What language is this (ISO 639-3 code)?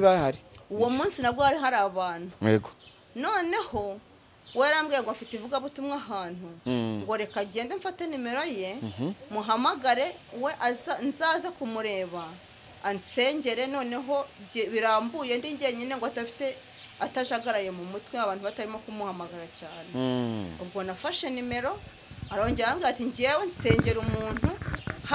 kin